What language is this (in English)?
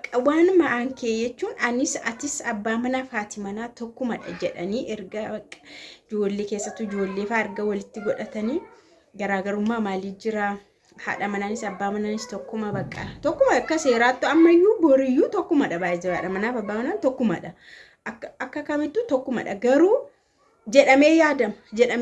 Oromo